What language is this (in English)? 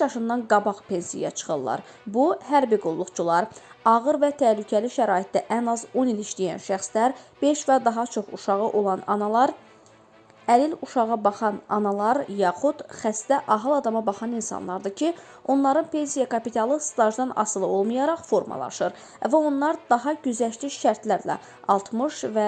Azerbaijani